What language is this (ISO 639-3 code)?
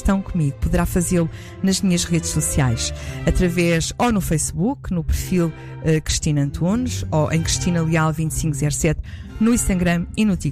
por